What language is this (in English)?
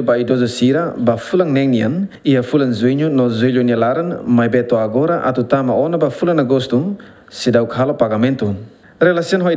Tetum